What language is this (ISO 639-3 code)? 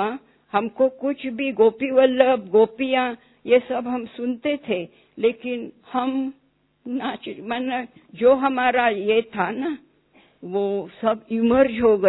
hin